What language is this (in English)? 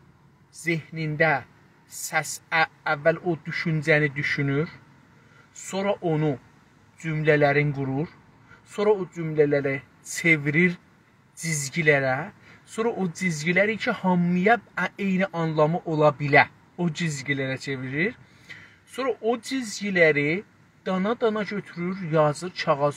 South Azerbaijani